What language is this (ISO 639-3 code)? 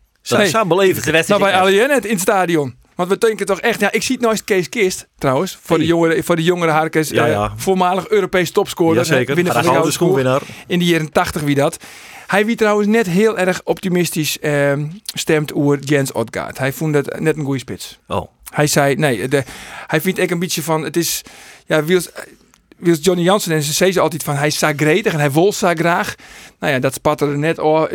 fry